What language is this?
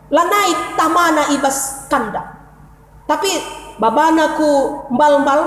Batak Karo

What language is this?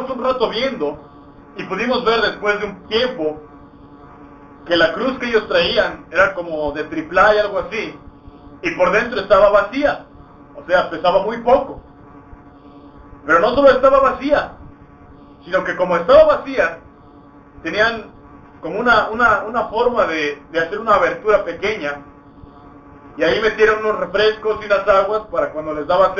Spanish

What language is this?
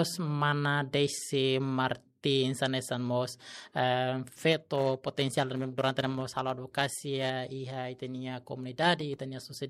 Tetum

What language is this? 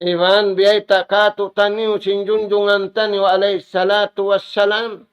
Tausug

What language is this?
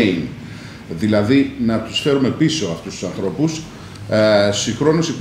Greek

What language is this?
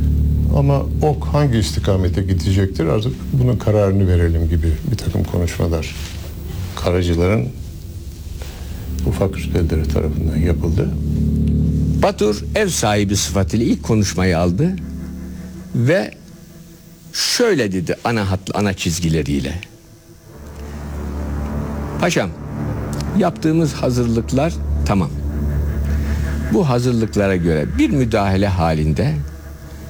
Turkish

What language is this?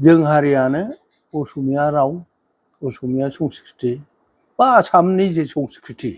Bodo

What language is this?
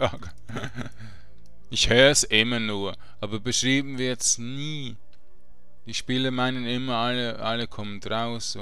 German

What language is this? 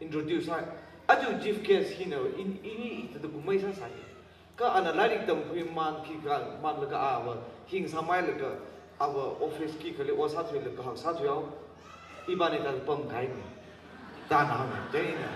Tangkhul Naga (India)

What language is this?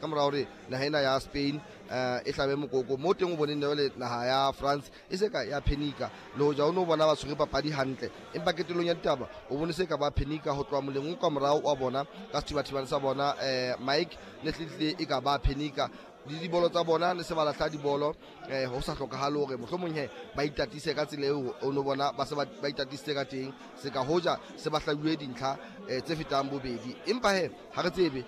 Southern Sotho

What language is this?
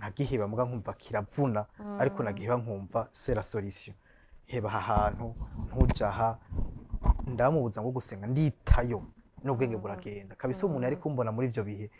Rundi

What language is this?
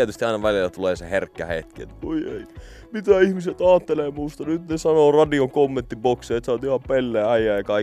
Finnish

